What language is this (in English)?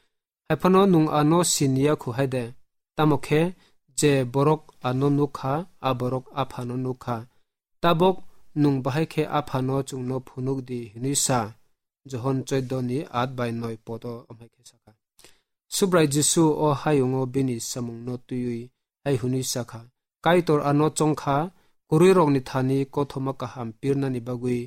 Kok Borok